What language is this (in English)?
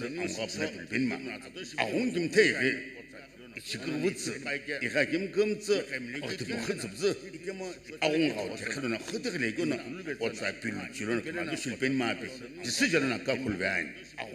Sumi Naga